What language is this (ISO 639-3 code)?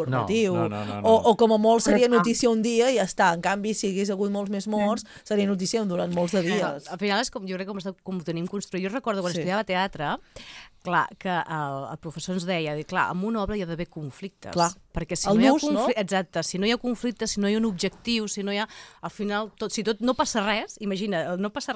cat